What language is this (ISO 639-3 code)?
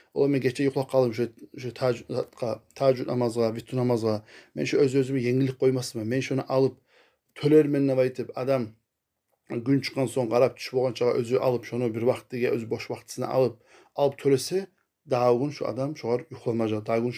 kum